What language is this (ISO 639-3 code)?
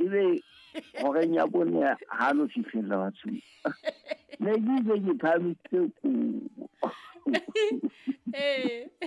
sot